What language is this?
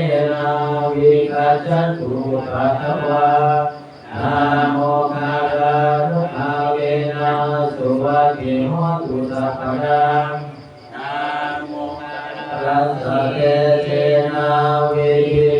Pali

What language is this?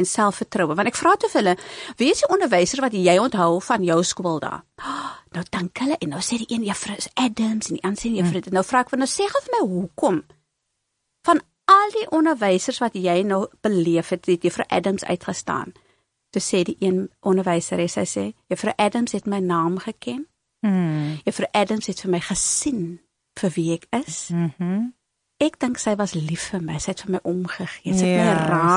Afrikaans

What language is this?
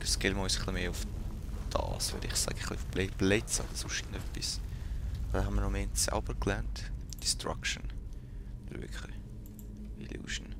Swiss German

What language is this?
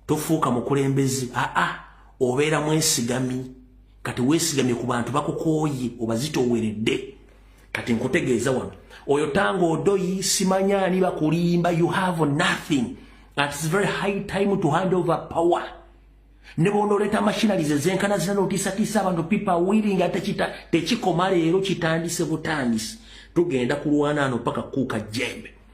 Ganda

